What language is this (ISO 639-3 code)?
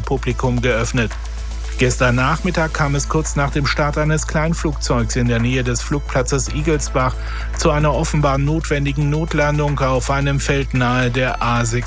deu